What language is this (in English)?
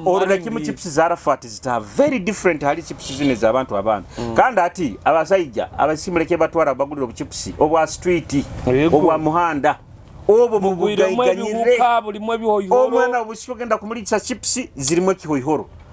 Nyoro